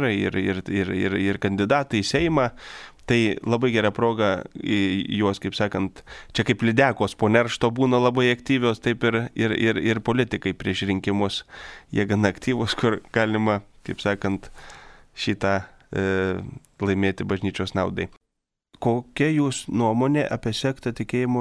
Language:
Lithuanian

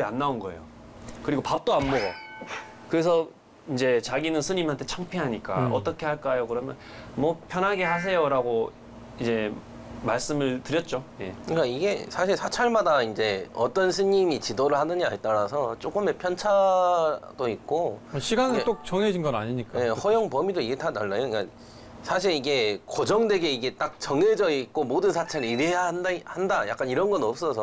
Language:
Korean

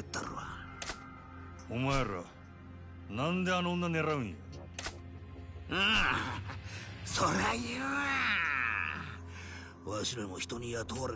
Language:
Japanese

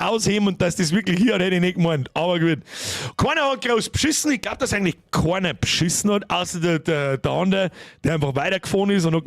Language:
Bavarian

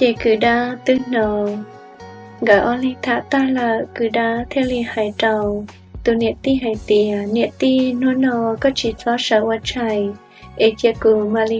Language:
Hmong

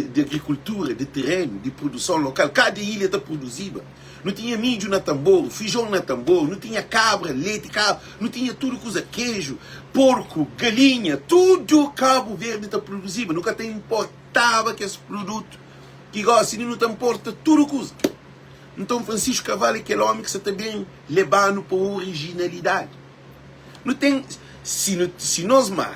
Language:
Kabuverdianu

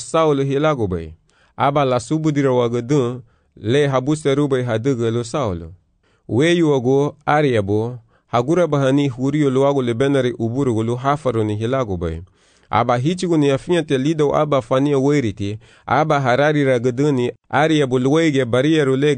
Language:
Garifuna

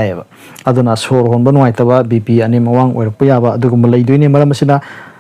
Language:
Manipuri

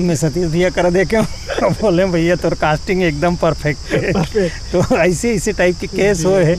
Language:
Chhattisgarhi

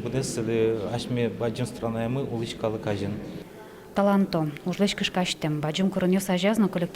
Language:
Udmurt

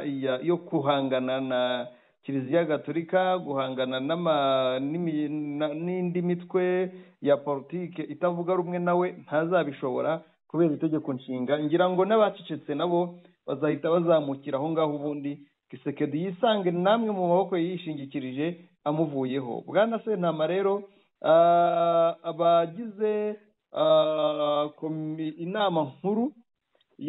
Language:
Kinyarwanda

